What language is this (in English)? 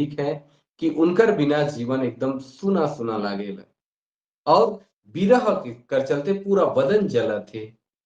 Sadri